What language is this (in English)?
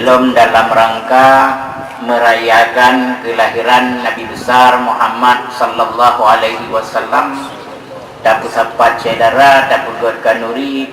Achinese